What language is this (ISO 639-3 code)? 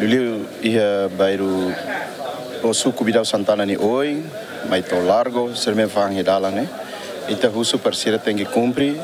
tet